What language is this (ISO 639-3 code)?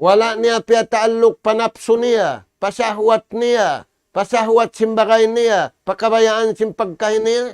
tsg